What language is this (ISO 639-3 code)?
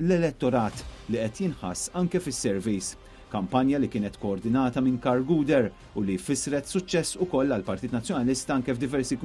mlt